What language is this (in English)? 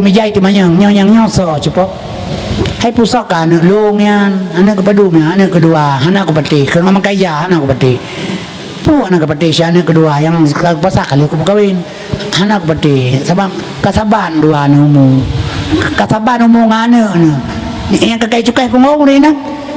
Achinese